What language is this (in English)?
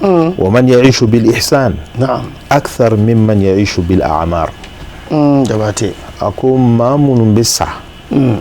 Bambara